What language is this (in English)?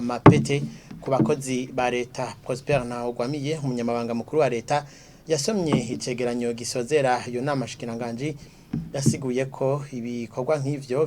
Rundi